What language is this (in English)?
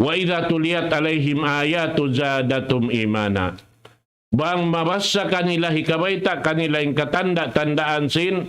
Tausug